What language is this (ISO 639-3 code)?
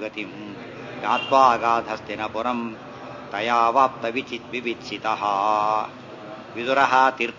kan